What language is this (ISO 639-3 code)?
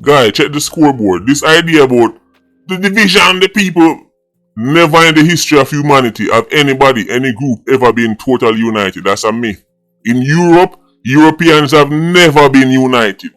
jam